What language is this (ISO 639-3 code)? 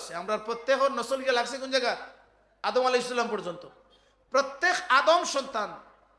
syl